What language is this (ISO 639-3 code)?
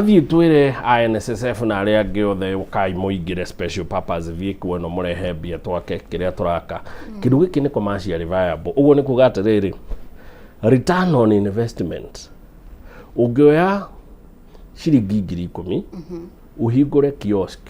kik